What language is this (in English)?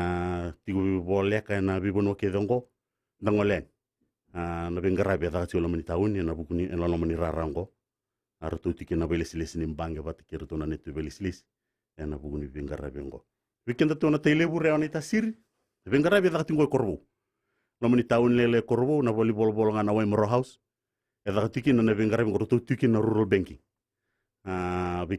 Fijian